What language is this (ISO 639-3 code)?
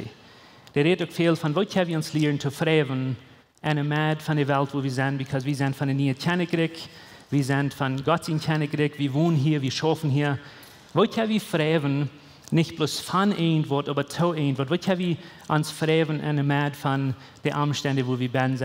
pdt